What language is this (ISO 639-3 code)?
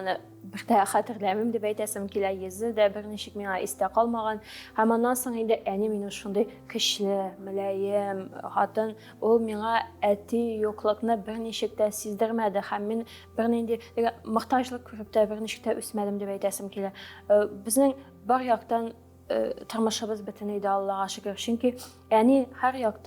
tat